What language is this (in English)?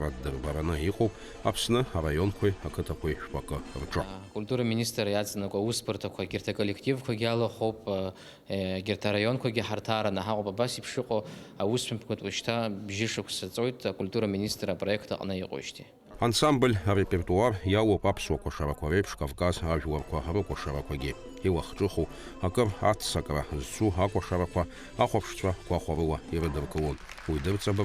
Abkhazian